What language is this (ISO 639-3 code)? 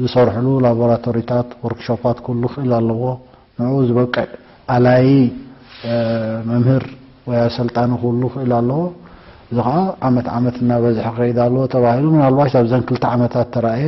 tir